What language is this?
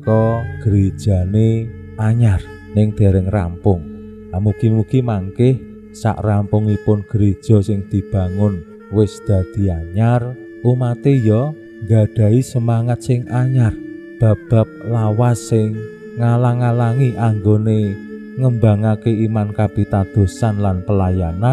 Javanese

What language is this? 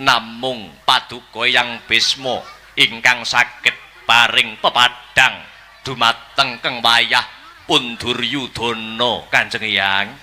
Javanese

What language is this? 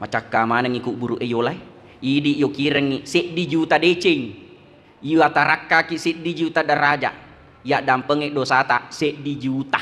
Buginese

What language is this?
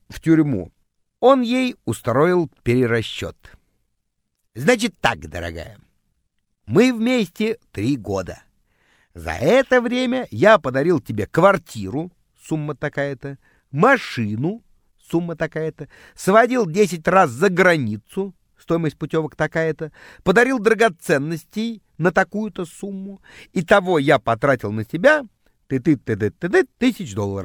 Russian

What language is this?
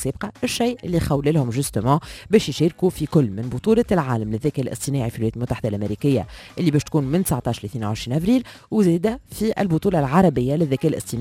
Tunisian Arabic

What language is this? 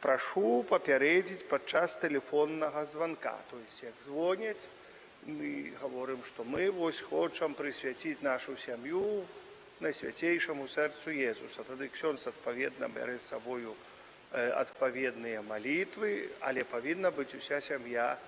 Belarusian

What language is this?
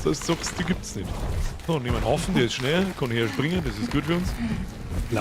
Bavarian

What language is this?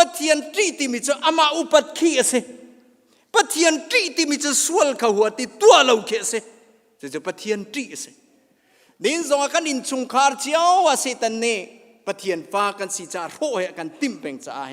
Hakha Chin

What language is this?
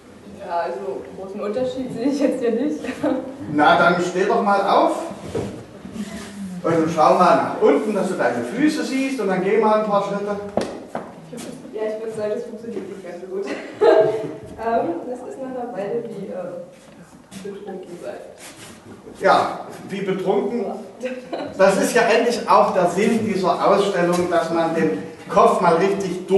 German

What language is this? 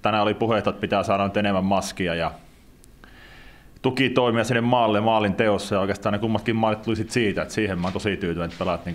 Finnish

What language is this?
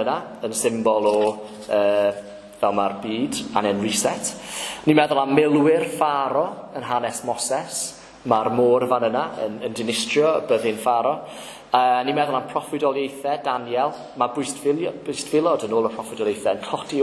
Welsh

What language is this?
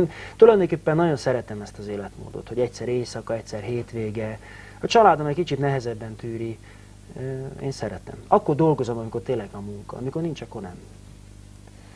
Hungarian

